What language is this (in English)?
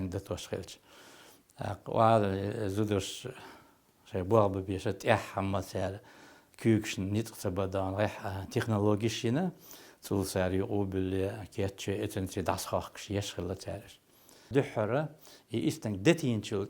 Chechen